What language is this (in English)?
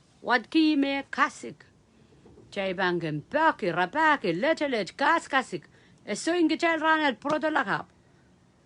Pohnpeian